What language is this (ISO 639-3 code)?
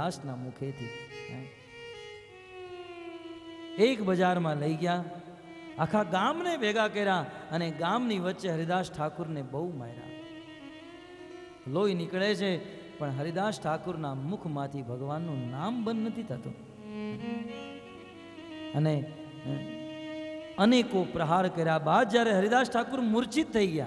guj